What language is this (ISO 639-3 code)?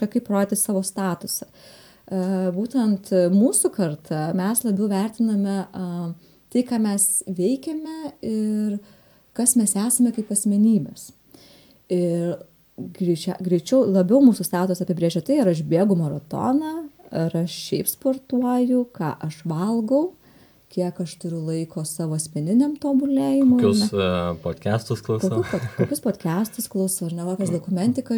lit